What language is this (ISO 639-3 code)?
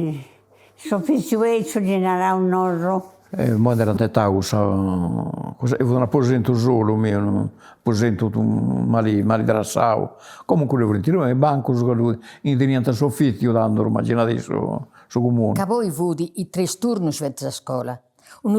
srd